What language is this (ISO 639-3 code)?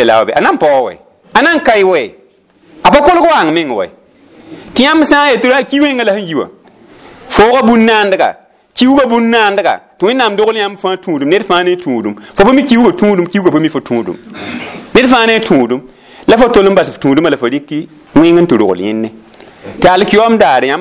mos